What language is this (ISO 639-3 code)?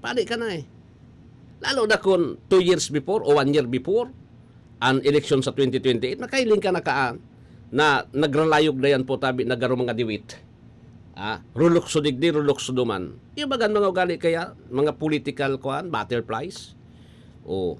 bik